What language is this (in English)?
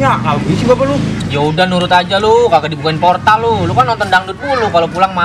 Betawi